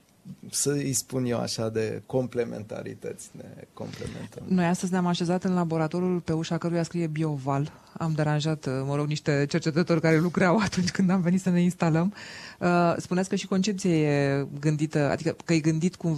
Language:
Romanian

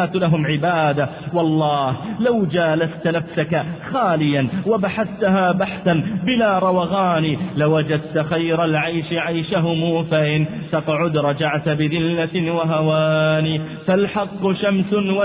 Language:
Arabic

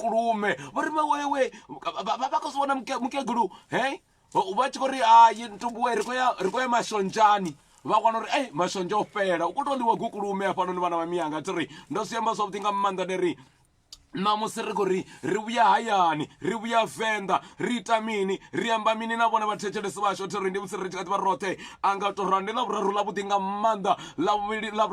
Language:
Venda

